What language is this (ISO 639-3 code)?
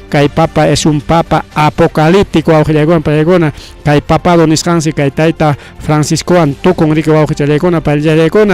quy